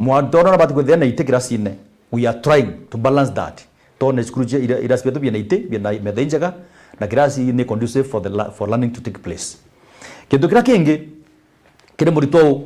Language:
Meru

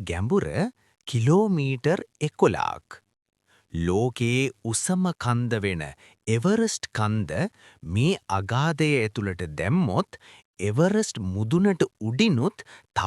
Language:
Sinhala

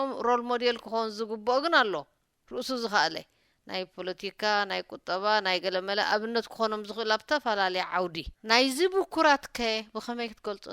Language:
Tigrinya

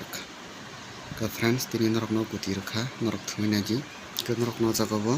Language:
Kok Borok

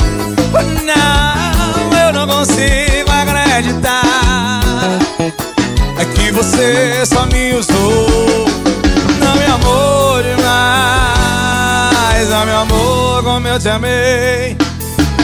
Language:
Portuguese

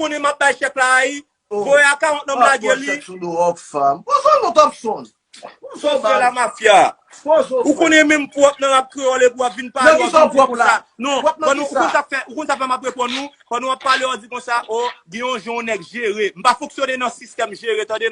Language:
Haitian Creole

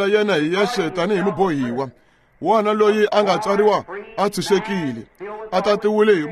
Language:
Tsonga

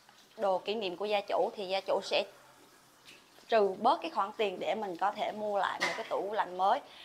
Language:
Vietnamese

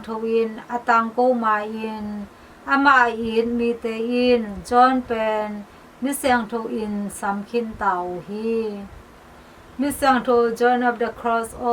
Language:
Tedim Chin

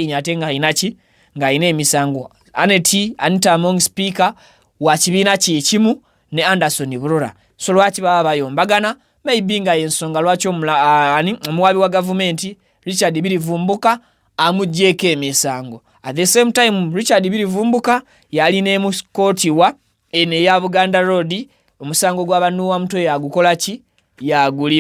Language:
Ganda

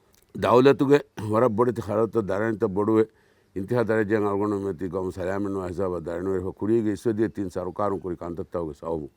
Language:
Divehi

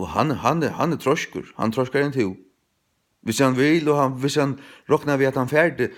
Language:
Faroese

